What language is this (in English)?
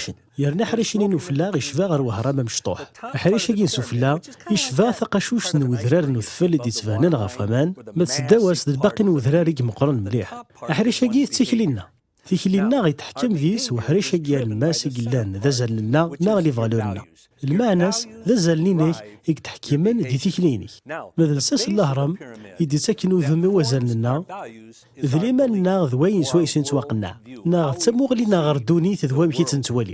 Kabyle